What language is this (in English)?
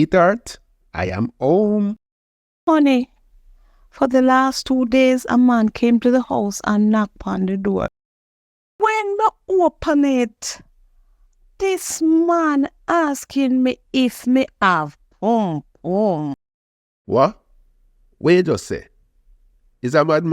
Jamaican Creole English